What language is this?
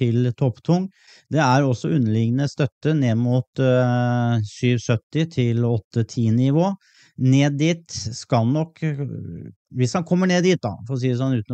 Norwegian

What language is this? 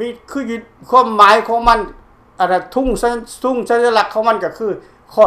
Lao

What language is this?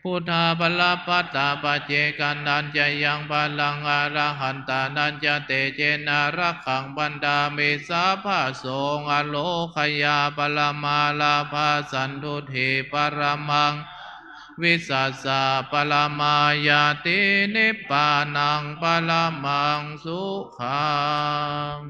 Pali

